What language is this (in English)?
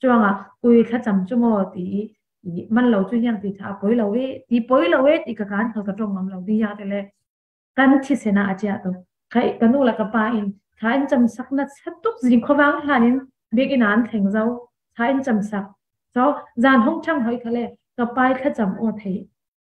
Falam Chin